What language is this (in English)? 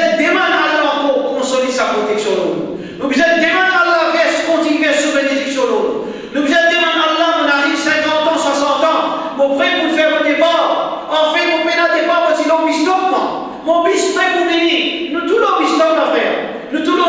Morisyen